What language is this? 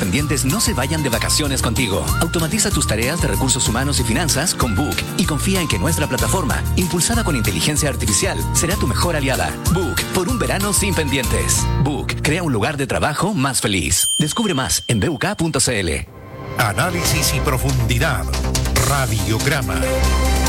Spanish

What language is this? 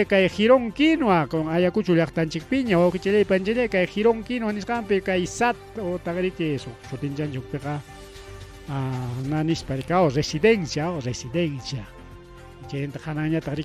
Ayacucho Quechua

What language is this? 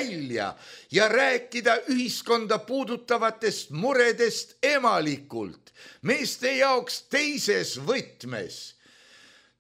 Estonian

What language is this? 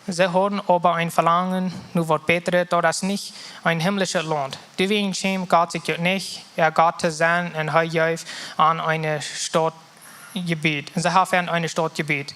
Plautdietsch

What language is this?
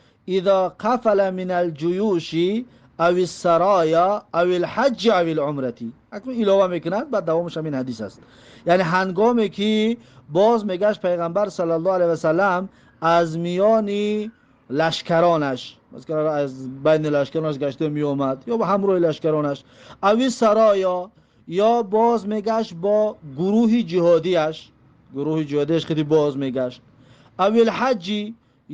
Tajik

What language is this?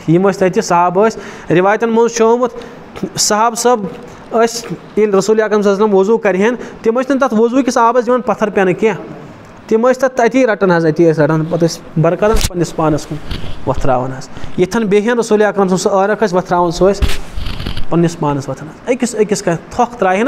Kashmiri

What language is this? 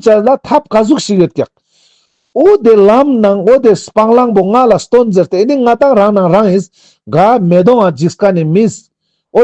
Ladakhi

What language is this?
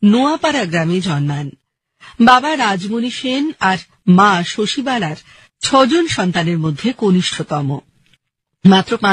Bangla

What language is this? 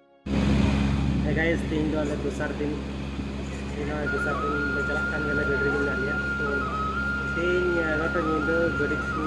Santali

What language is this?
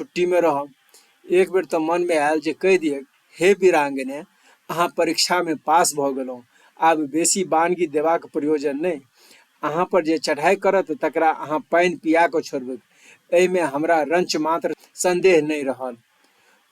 Maithili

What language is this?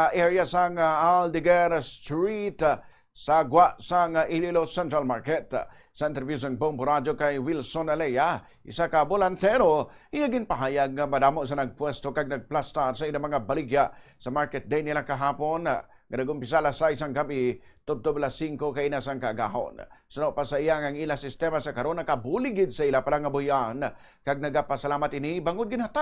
Hiligaynon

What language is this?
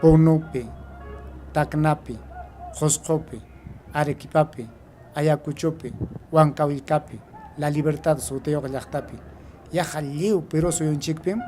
Ayacucho Quechua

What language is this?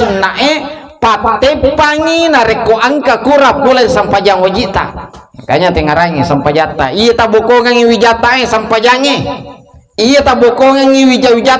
Buginese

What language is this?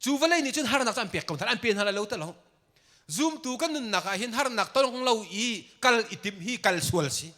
Hakha Chin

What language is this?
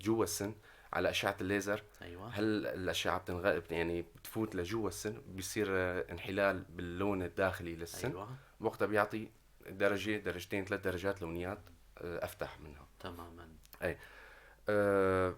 North Levantine Arabic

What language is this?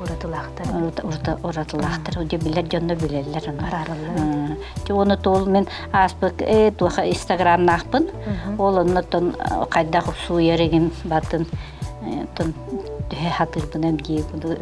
Yakut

